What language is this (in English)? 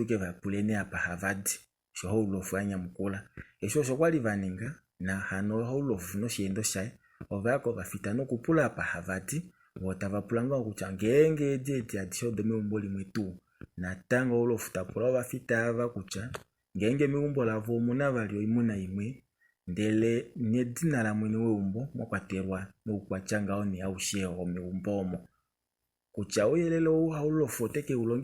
Kuanyama